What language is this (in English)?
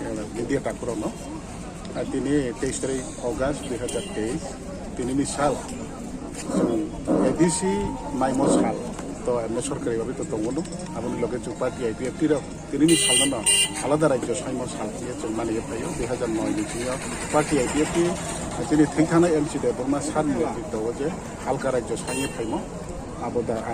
Riang (India)